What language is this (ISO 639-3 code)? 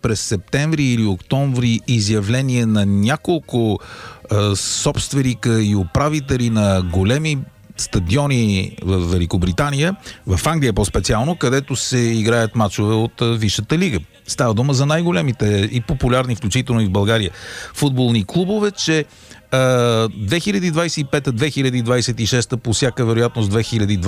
bul